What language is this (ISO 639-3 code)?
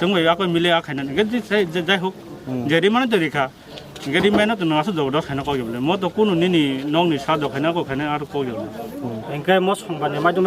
trp